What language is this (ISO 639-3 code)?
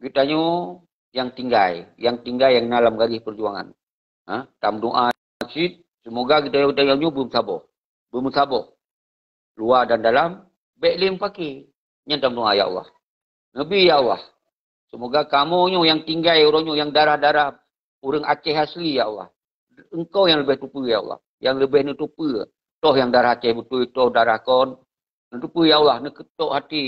ace